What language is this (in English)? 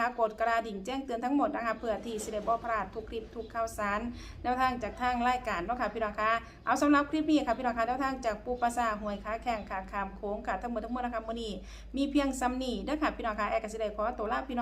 Northeastern Thai